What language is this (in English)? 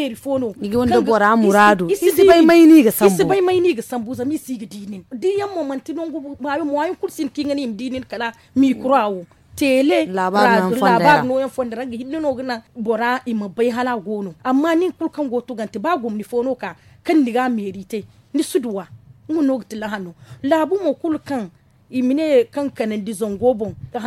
Zarma